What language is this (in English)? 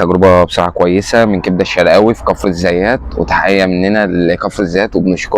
Egyptian Arabic